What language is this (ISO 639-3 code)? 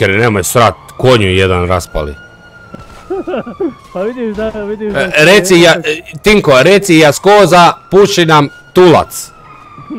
hrv